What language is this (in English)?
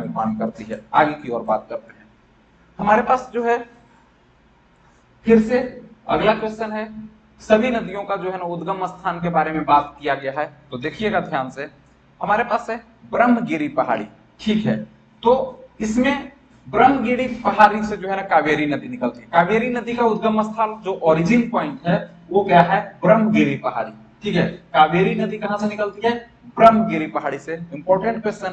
Hindi